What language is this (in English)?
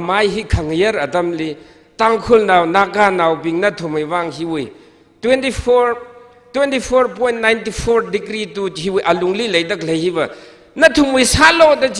Tangkhul Naga (India)